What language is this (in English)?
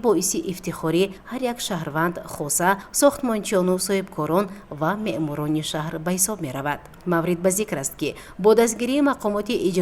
Tajik